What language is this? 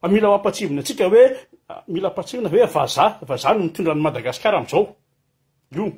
Malagasy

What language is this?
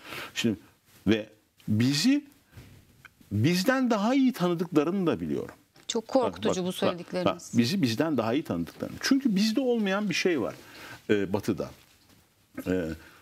Turkish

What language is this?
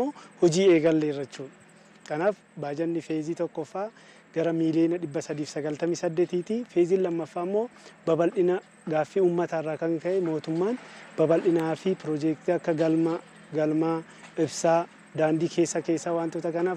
Oromo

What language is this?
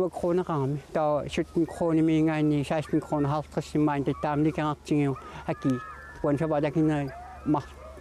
Kalaallisut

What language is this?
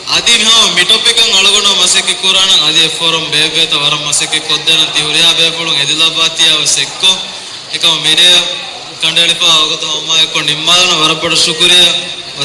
Divehi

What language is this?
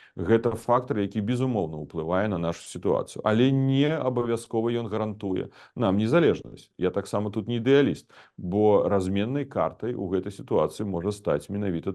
Belarusian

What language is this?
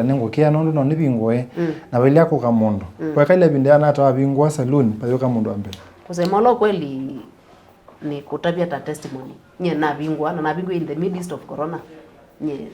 Kamba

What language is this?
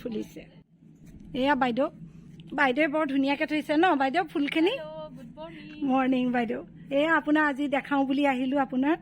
Assamese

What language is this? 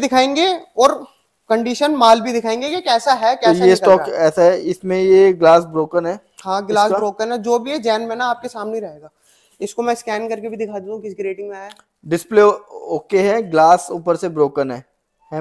Hindi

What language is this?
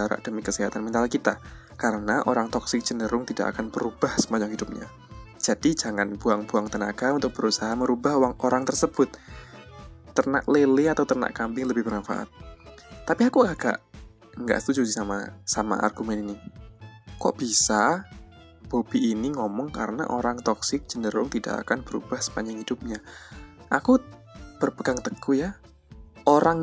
Indonesian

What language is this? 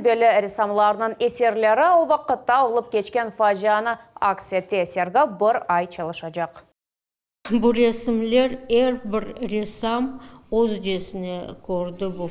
Crimean Tatar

